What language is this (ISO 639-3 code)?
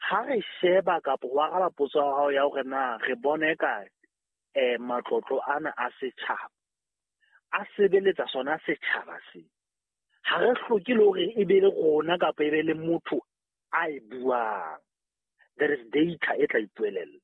sot